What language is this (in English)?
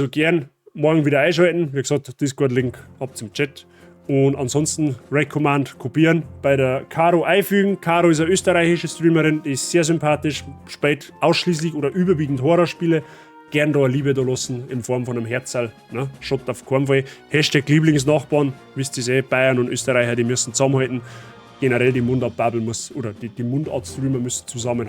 Bavarian